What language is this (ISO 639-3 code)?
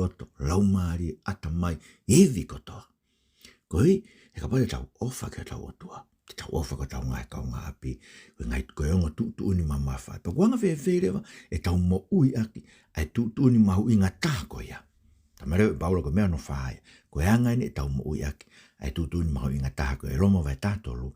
ton